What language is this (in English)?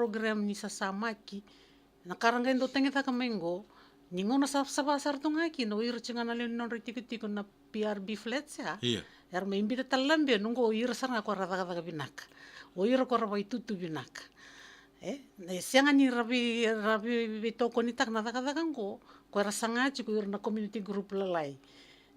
Fijian